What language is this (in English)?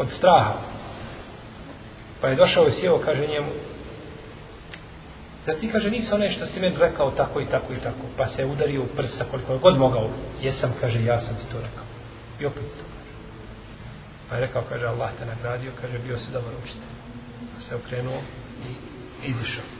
Bosnian